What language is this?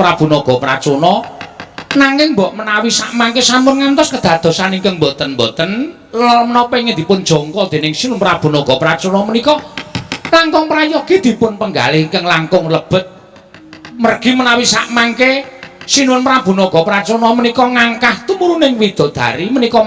Javanese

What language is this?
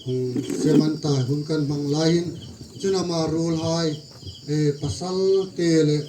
Hmar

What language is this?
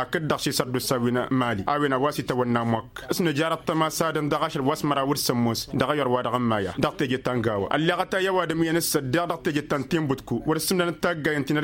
Tamasheq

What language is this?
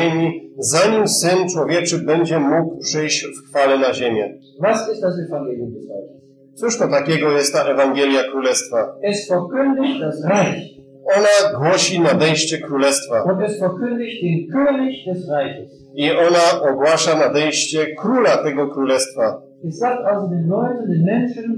Polish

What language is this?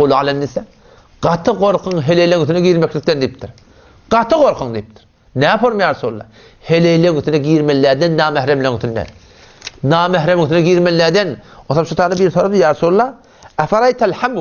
Turkmen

